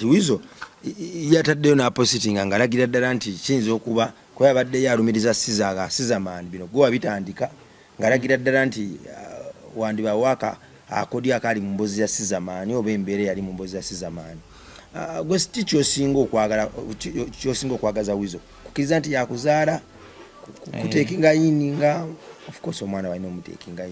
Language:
Ganda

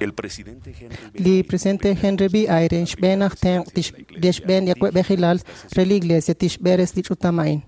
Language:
Kekchí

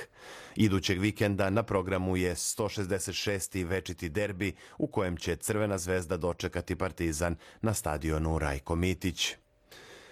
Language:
Serbian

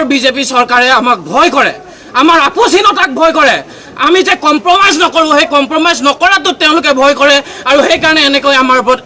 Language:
Assamese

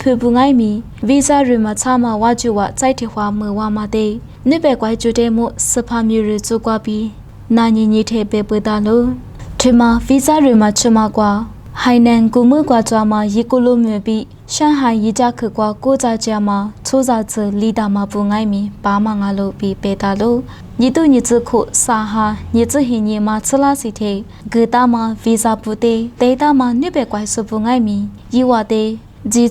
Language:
Lisu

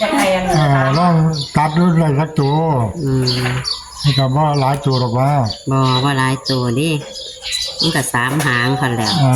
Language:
Northeastern Thai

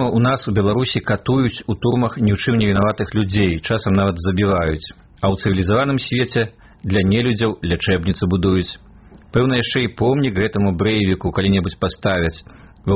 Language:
Belarusian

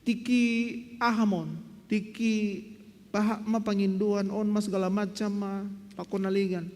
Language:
Batak Simalungun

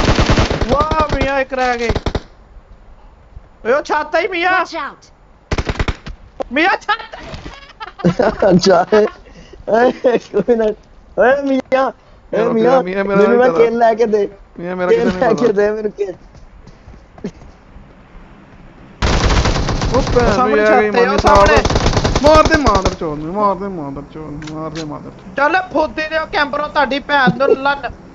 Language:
Punjabi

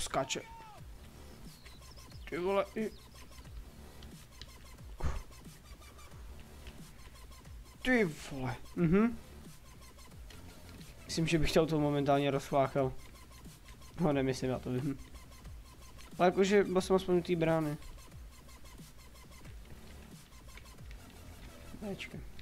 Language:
Czech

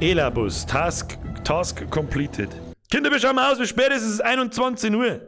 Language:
Bavarian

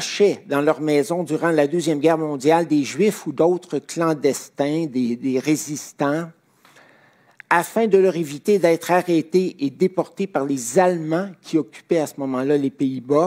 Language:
French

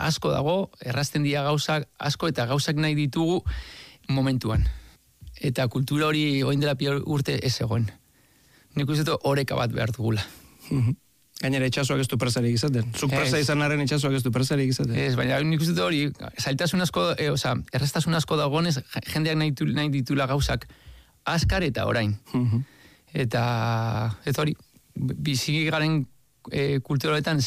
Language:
Basque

